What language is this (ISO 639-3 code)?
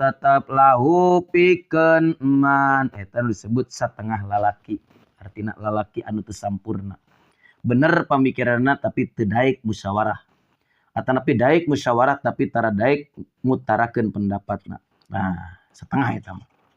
sun